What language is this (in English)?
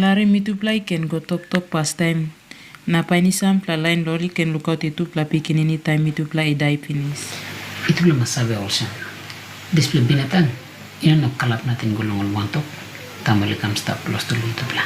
Tok Pisin